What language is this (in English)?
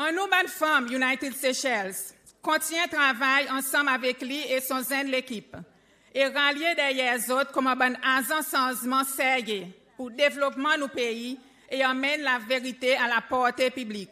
Seselwa Creole French